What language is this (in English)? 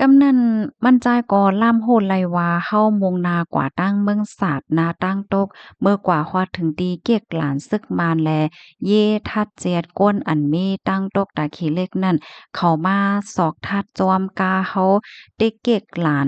Shan